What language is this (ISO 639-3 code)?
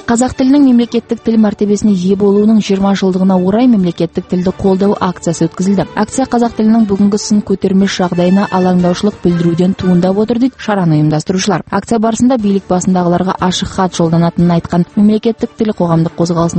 kaz